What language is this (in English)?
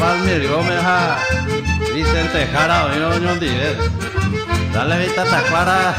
Guarani